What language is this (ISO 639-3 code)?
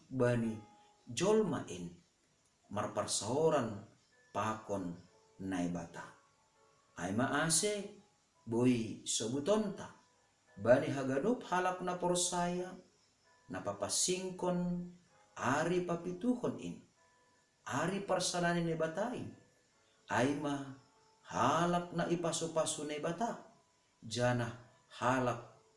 bts